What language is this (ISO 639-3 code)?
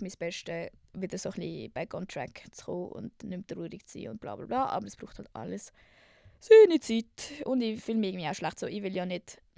gsw